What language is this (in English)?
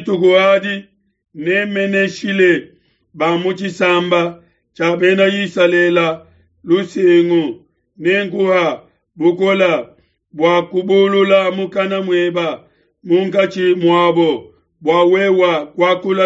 Luba-Lulua